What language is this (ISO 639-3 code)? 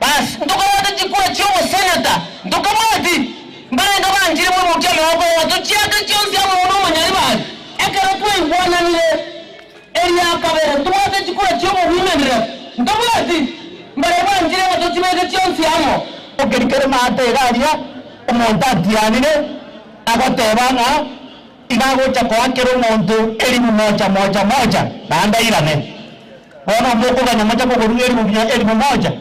guz